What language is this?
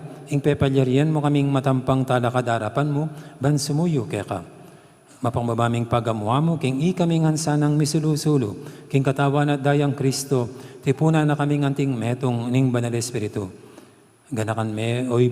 Pampanga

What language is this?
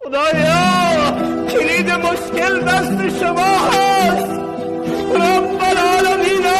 Tajik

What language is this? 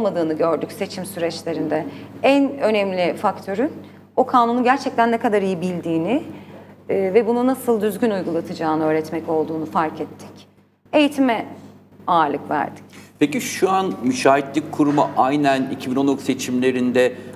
Turkish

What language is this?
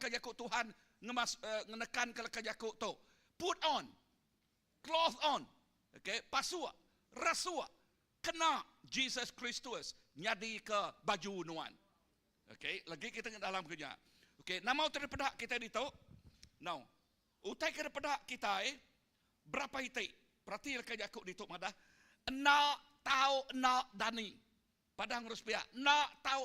Iban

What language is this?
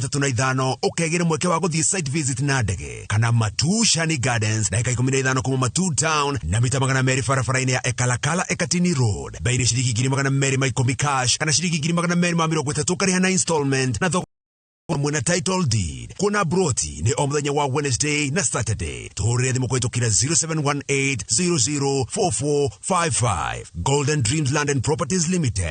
Kikuyu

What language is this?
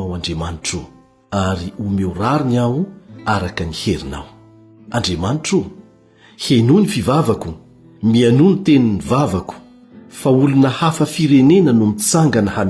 Malagasy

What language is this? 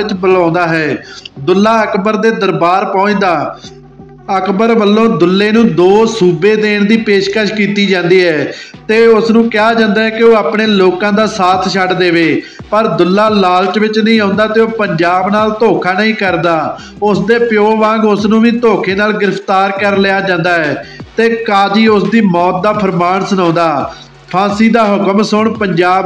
Punjabi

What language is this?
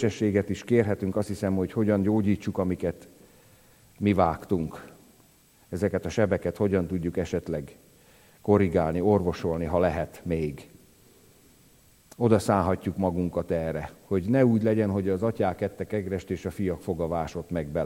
Hungarian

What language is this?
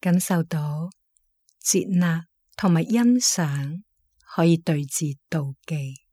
Cantonese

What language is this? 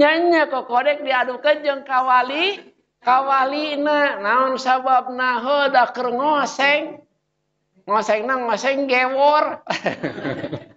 Sundanese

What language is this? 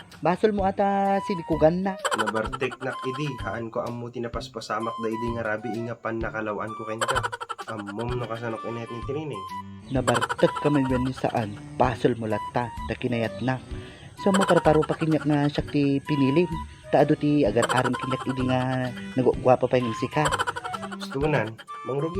Iloko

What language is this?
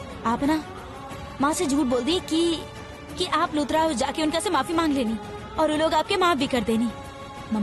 Bhojpuri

